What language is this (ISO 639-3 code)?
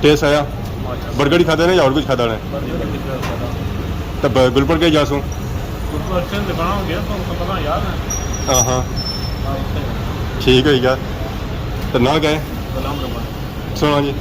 phr